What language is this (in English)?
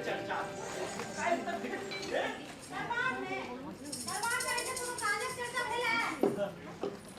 Maithili